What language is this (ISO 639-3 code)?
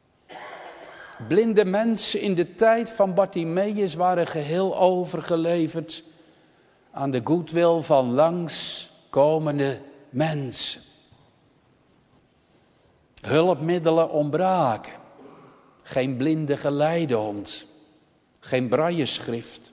nld